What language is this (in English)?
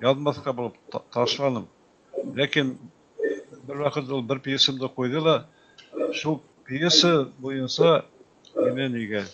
Bashkir